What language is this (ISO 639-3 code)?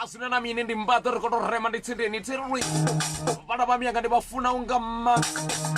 ven